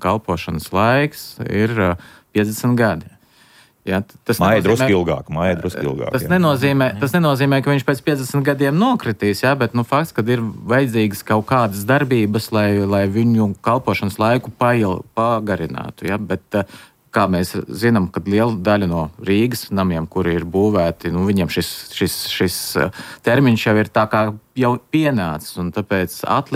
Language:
Latvian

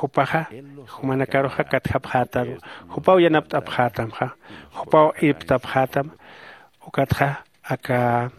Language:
Aymara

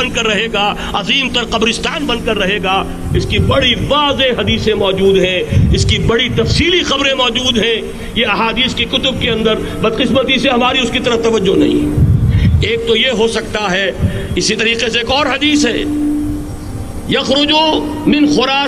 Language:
Urdu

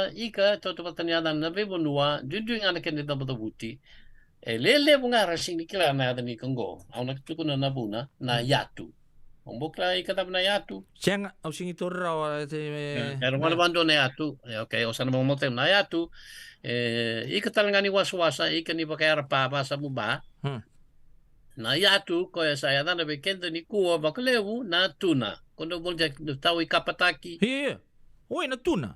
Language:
Fijian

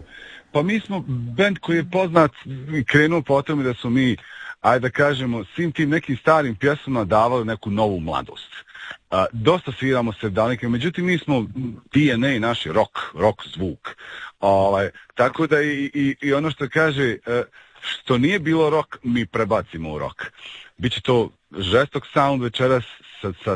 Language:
Croatian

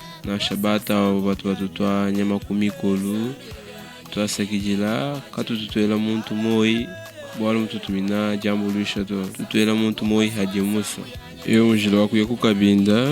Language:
Luba-Lulua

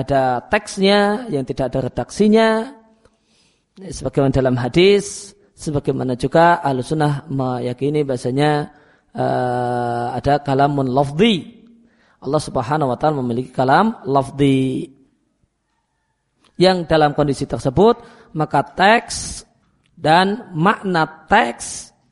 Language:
Indonesian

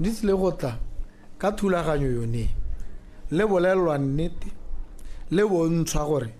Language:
Tswana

